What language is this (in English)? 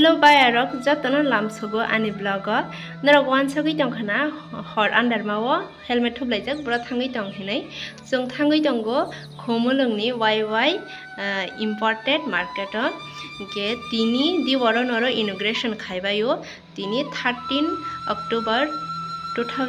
Kok Borok